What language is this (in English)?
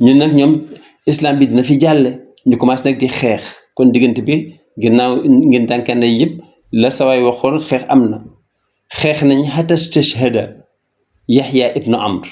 Wolof